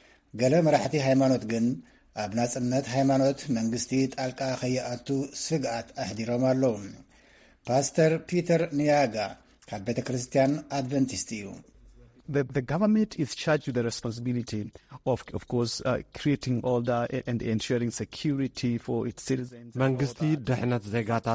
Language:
Tigrinya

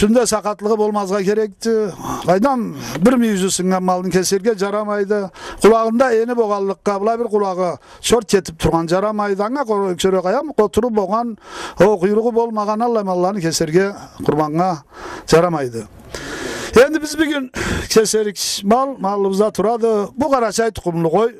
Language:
Karachay-Balkar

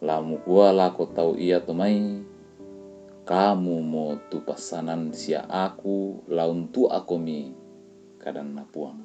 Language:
Toraja-Sa'dan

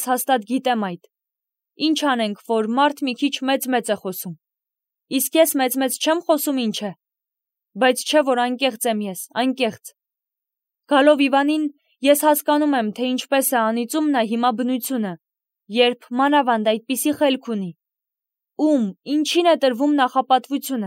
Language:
Armenian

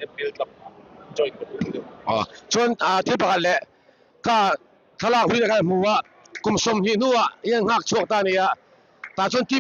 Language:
Mizo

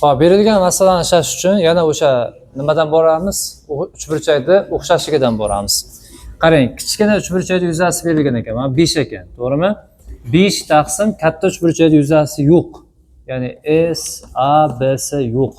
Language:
Uzbek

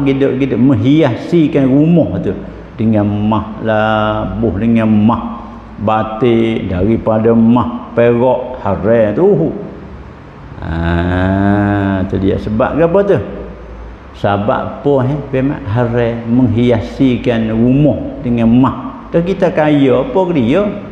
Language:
Pattani Malay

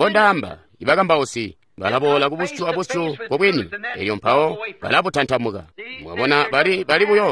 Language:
Tonga (Zambia)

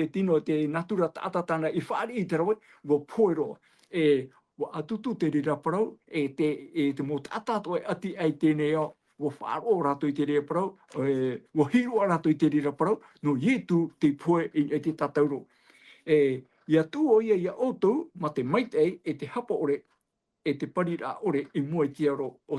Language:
Tahitian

